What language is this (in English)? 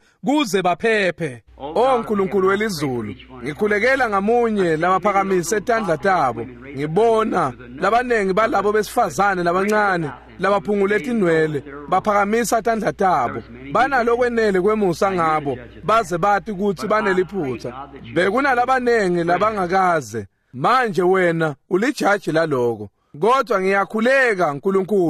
Swati